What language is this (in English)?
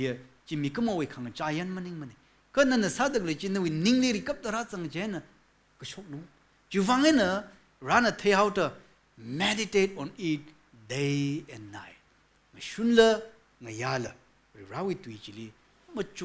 Tangkhul Naga (India)